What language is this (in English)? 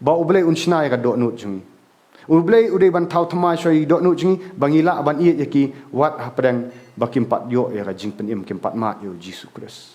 Khasi